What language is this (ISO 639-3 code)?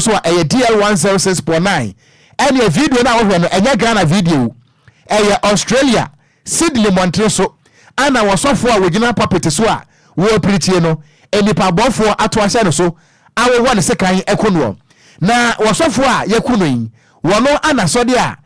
aka